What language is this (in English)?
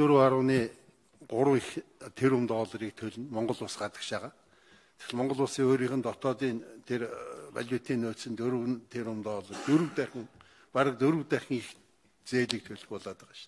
Mongolian